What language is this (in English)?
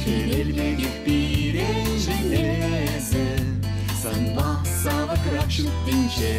Chuvash